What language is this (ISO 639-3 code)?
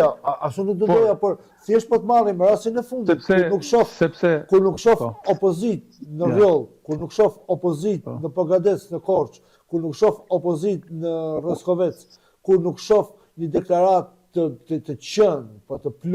sqi